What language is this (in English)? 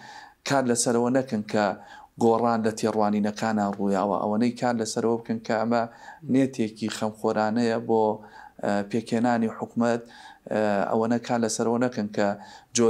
Central Kurdish